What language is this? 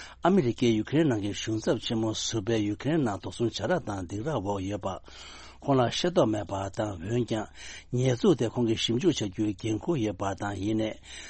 Tibetan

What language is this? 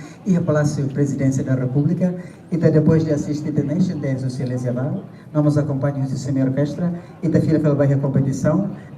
Tetum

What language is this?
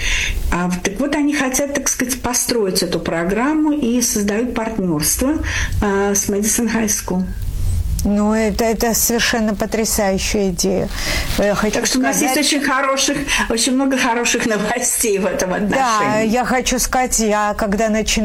Russian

